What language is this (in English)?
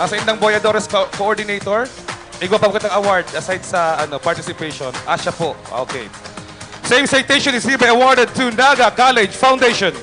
Bikol